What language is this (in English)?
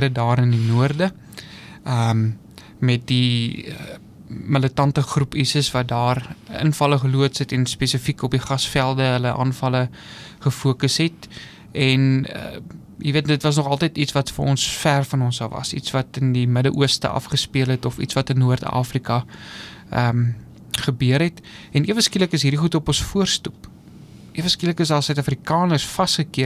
Afrikaans